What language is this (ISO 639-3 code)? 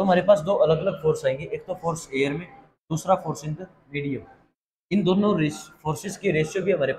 hin